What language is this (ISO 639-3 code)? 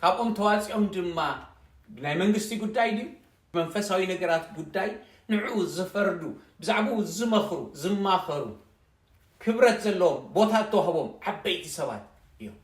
tir